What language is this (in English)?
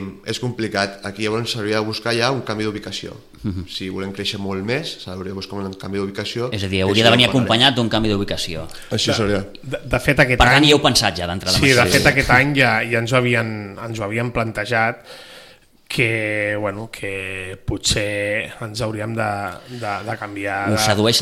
Catalan